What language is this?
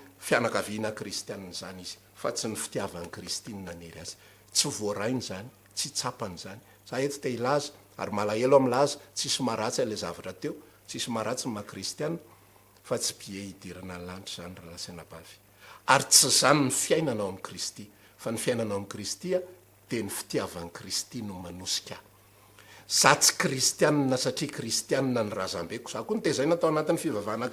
Malagasy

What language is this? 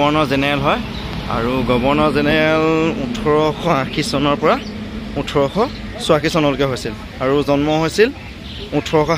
Assamese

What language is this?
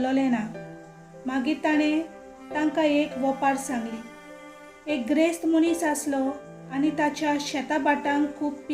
Konkani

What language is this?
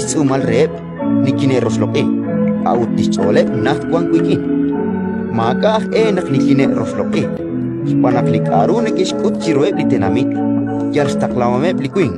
Kekchí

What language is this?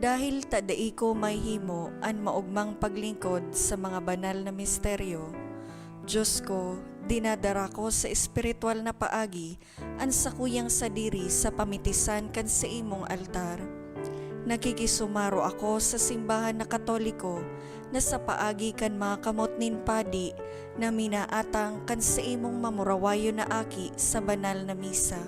Bikol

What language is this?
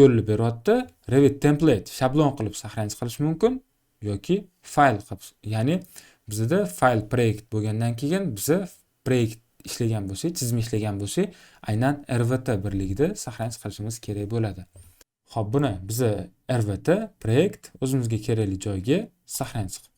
Uzbek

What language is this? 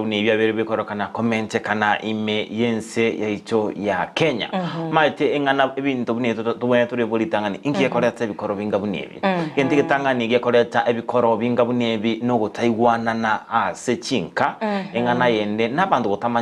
Gusii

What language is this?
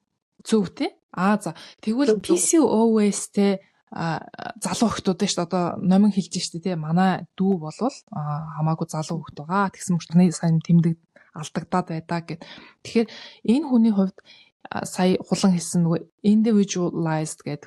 Mongolian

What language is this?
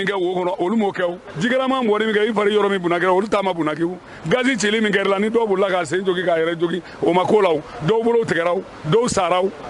Bambara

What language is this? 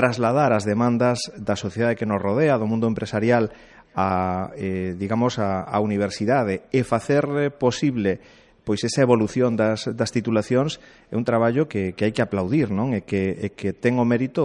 Galician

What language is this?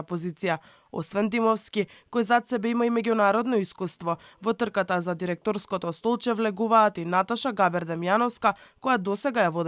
Macedonian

